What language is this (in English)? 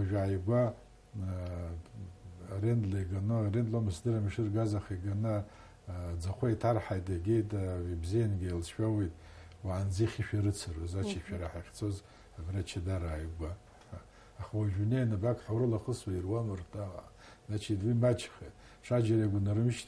Abkhazian